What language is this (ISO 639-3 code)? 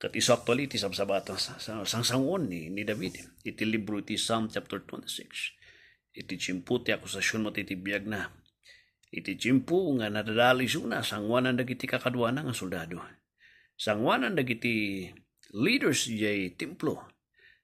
ilo